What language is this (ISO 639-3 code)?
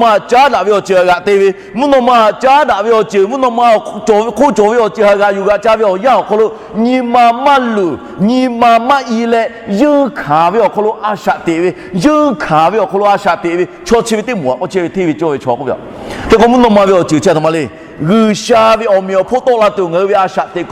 lhu